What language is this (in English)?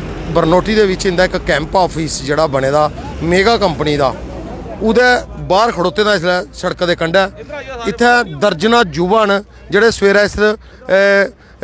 Dogri